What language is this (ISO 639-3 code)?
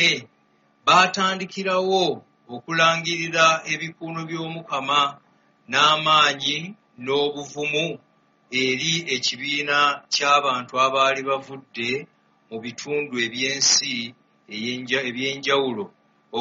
lug